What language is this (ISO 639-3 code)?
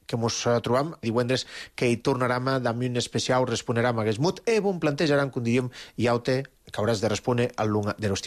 cat